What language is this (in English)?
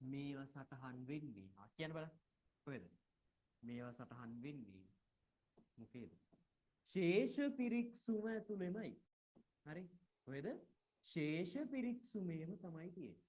Sinhala